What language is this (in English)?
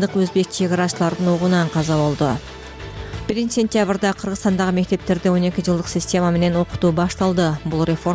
Kyrgyz